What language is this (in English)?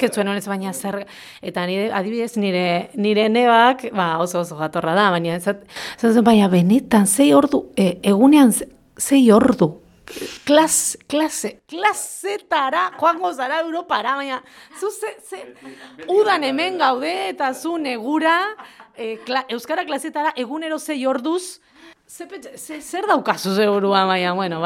Basque